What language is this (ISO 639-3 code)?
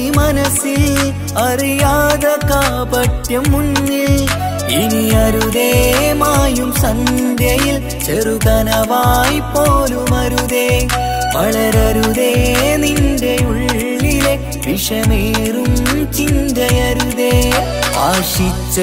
mal